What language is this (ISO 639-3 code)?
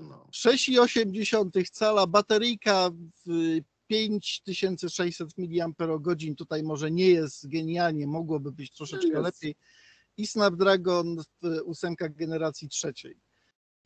pol